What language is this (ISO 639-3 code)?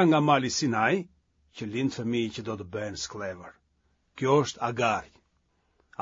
sqi